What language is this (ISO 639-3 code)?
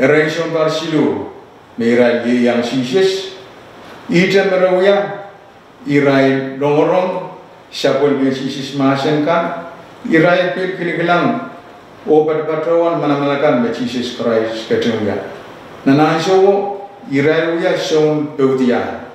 pon